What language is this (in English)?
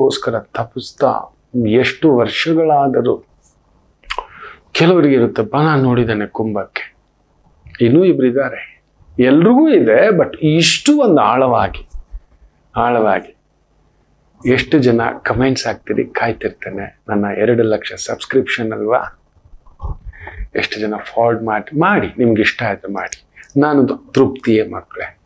Kannada